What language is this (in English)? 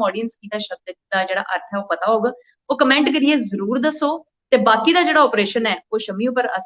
Dogri